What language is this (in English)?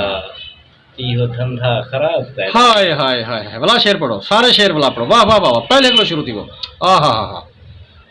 Saraiki